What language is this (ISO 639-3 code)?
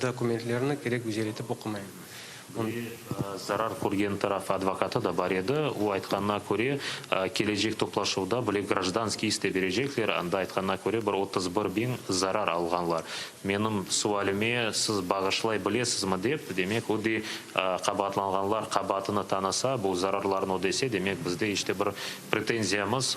crh